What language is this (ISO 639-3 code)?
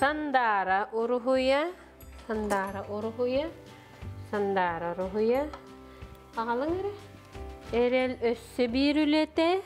sah